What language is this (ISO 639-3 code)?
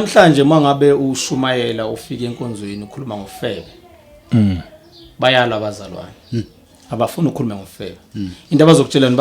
zul